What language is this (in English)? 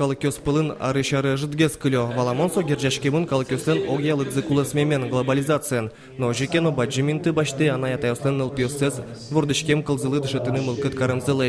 Udmurt